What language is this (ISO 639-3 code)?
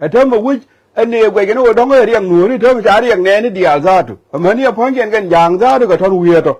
nus